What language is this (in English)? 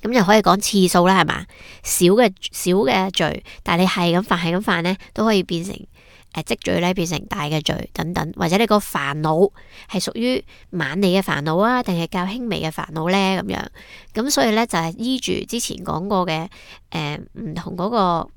Cantonese